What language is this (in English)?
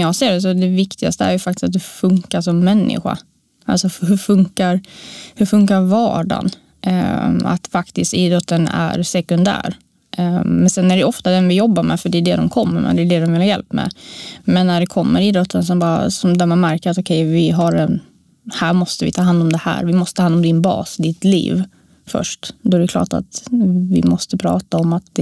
Swedish